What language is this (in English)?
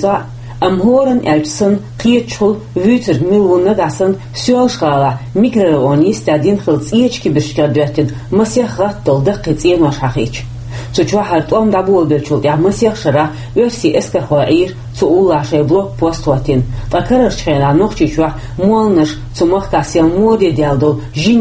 Chechen